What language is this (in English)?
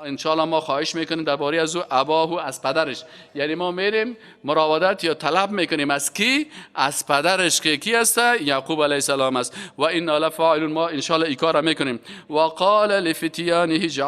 Persian